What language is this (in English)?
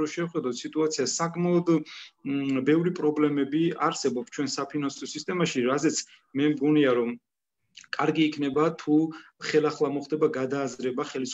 Georgian